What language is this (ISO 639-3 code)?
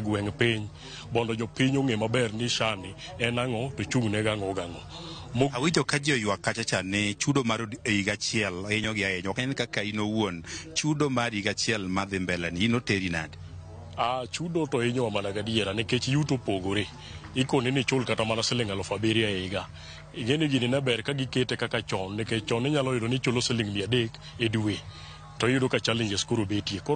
luo